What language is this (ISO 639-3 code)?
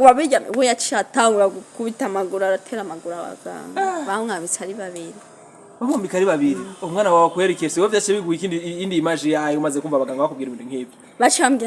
run